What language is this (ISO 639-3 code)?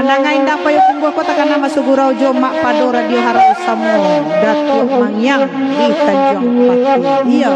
min